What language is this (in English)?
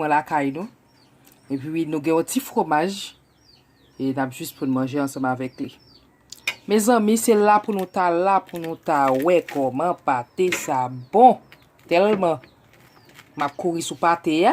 Haitian Creole